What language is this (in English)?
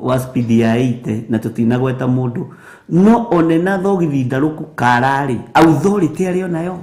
Kikuyu